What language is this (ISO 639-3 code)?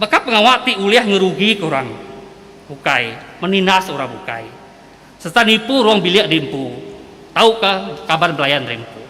iba